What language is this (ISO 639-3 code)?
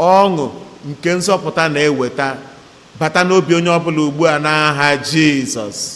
ibo